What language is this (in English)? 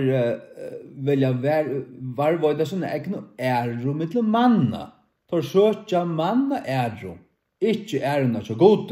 Faroese